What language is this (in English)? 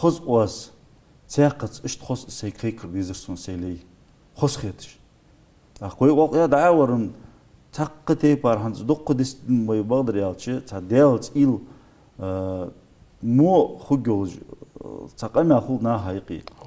Ingush